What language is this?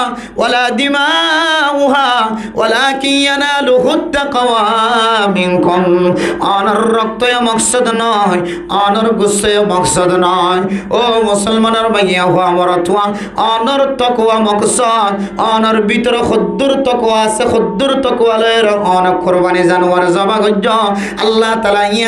Rohingya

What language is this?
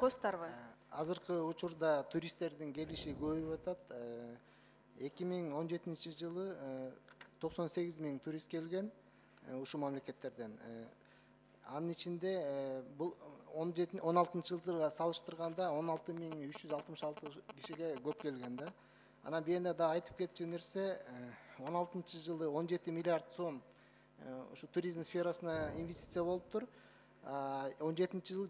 Kyrgyz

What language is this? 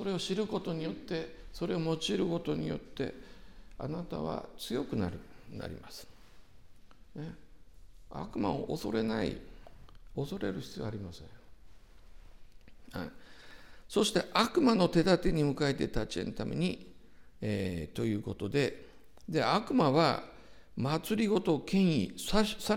Japanese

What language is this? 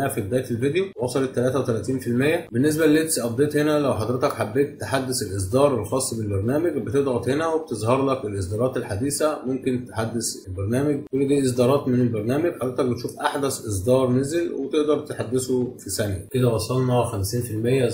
Egyptian Arabic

